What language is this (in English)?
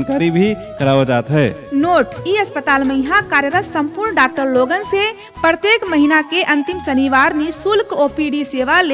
Bhojpuri